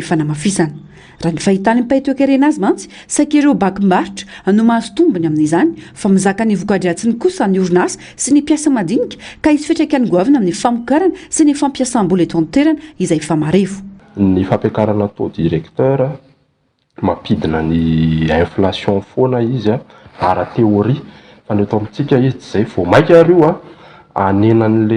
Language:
Malagasy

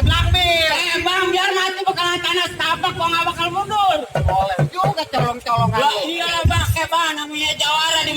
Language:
Betawi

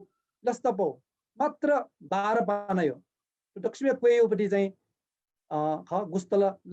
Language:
Newari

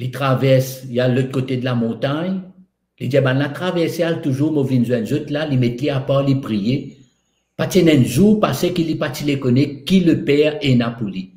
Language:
Morisyen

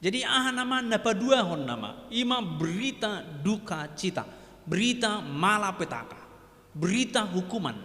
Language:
Batak Toba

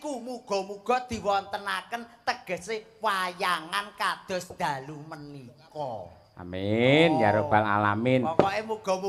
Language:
Javanese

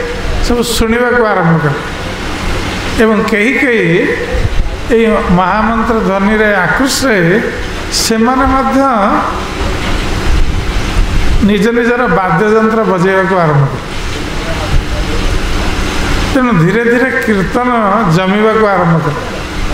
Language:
Odia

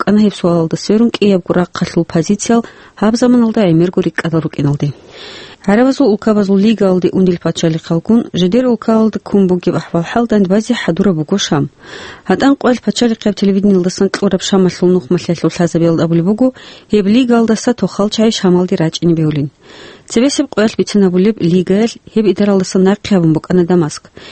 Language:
Avaric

